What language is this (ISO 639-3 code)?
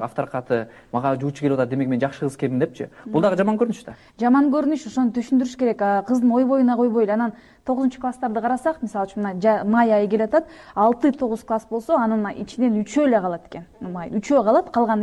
kir